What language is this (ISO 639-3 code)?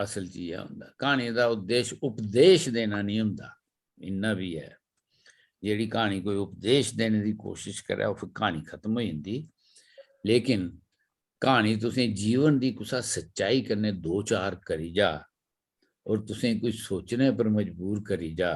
doi